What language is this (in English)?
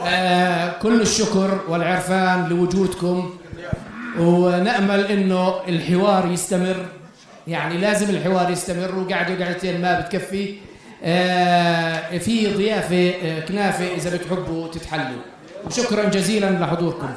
North Levantine Arabic